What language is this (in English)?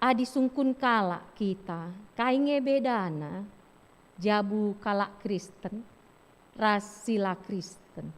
Batak Karo